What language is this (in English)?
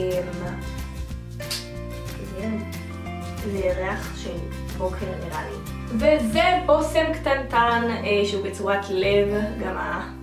Hebrew